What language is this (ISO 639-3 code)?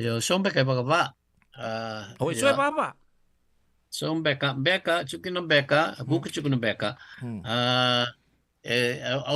fij